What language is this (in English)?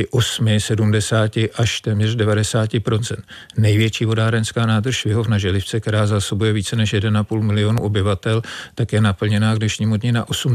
Czech